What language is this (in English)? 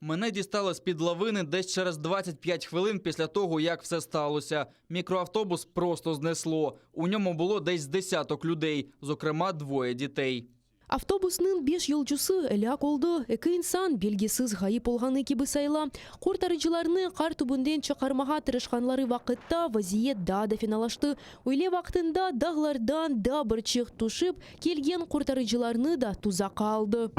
Crimean Tatar